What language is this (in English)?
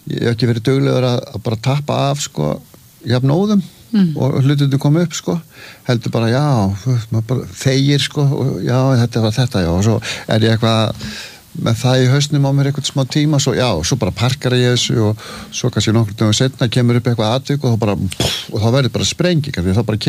Icelandic